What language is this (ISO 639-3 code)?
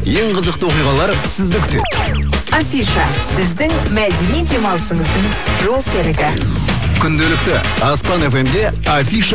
kaz